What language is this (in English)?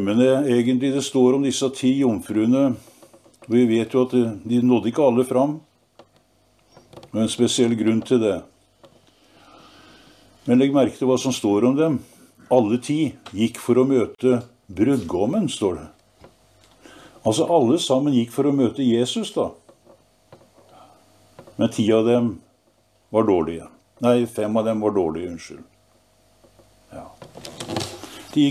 Norwegian